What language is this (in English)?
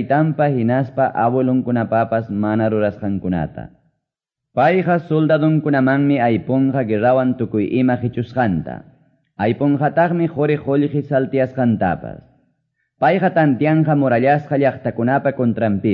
Quechua